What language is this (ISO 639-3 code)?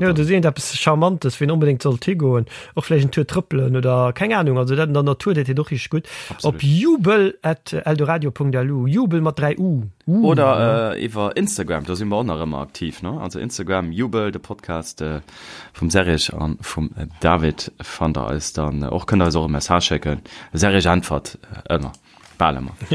ltz